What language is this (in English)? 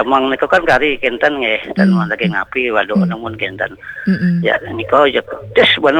Balinese